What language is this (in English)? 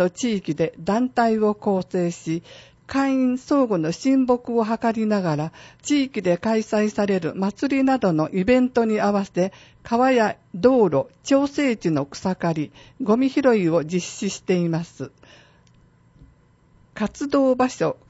Japanese